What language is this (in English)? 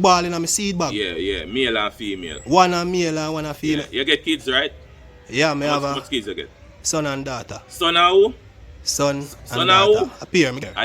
Jamaican Creole English